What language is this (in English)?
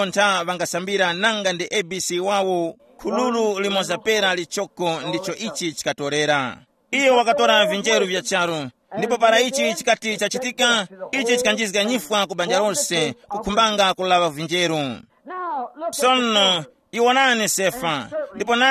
Tumbuka